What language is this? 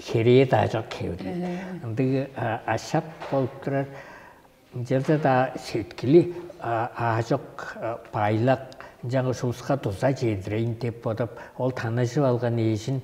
Tuvinian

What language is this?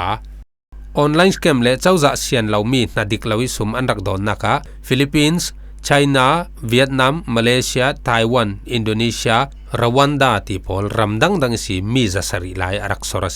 Falam Chin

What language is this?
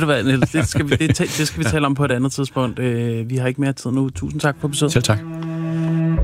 Danish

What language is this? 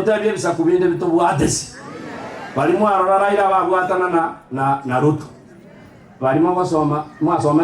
Gusii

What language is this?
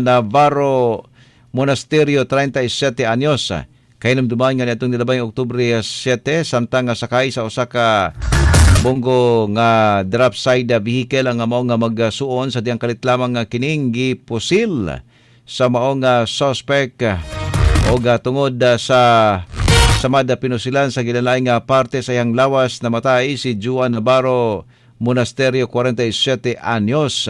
Cebuano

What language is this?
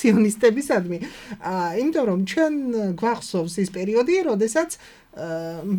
Georgian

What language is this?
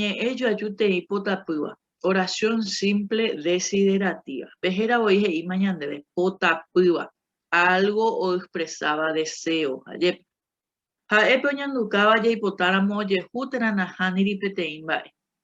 Guarani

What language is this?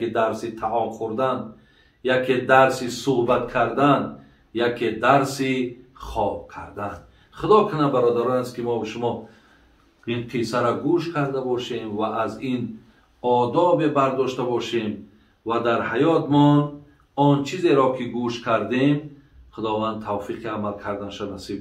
Tajik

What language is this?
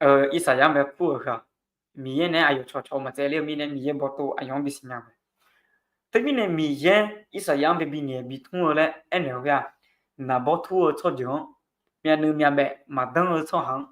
Akha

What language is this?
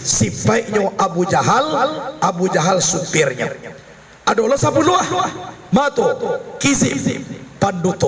Minangkabau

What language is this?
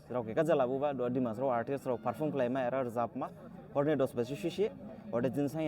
Dimasa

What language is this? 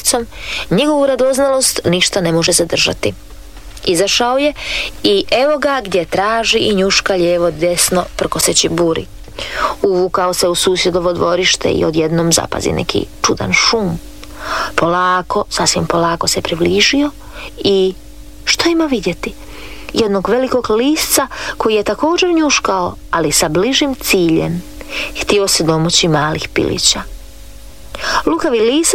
Croatian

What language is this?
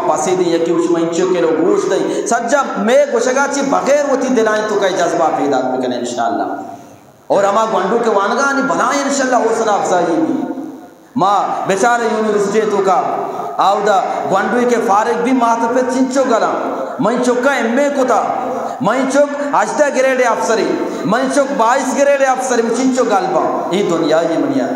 Eastern Balochi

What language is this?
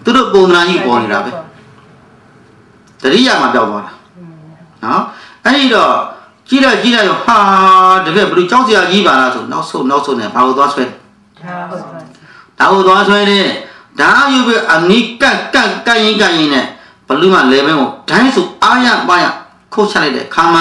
Burmese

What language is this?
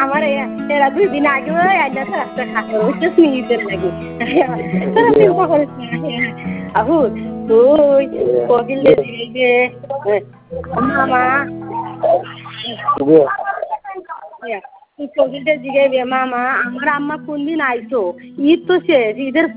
Bangla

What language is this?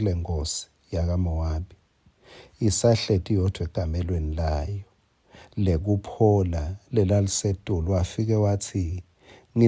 Swati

